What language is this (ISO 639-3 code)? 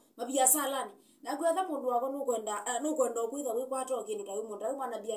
kam